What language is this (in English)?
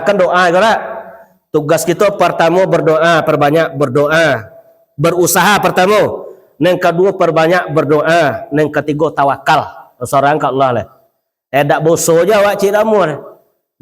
Minangkabau